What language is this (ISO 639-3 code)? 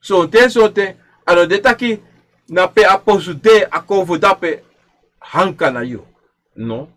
srn